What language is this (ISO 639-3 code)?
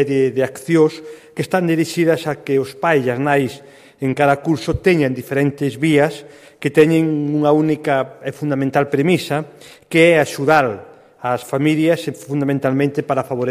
glg